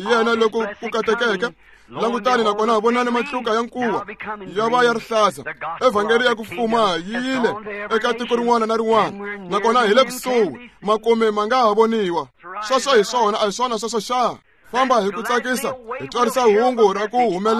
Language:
Tsonga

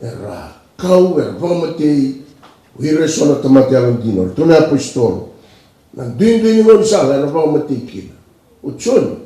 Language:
Fijian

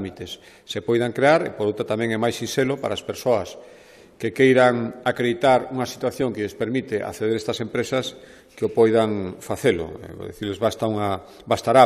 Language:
Galician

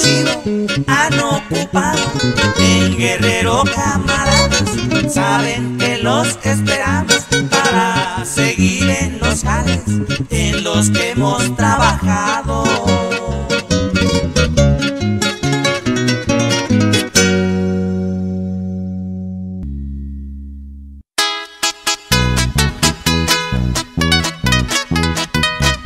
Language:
Spanish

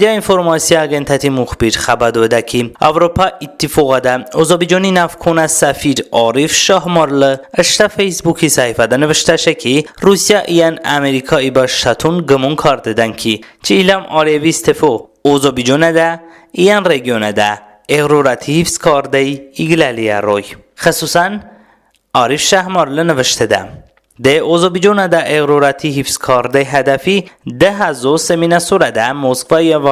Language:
Talysh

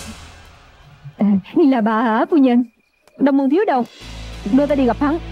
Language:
Vietnamese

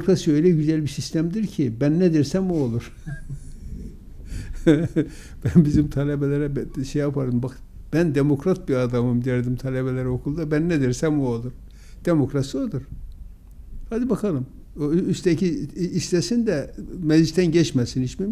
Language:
Turkish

